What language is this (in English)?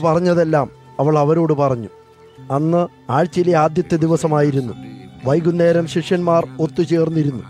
Malayalam